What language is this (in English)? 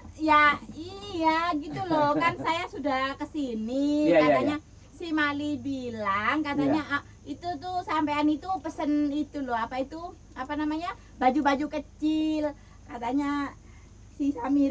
Betawi